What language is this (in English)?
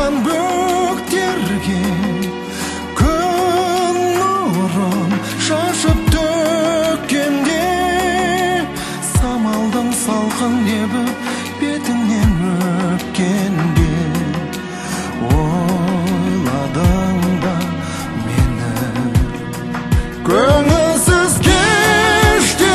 Kazakh